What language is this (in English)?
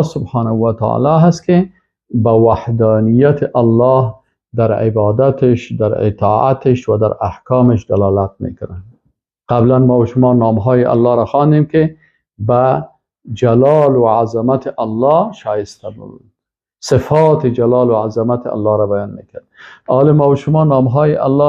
Persian